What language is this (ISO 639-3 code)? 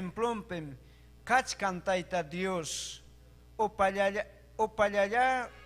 quy